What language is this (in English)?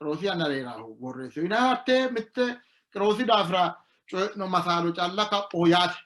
Sidamo